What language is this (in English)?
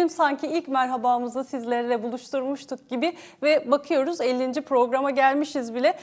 Turkish